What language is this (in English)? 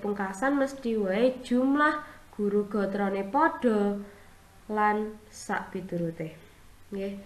Javanese